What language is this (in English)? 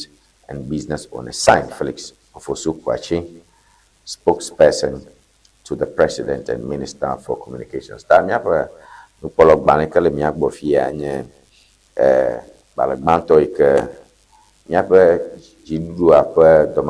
Ewe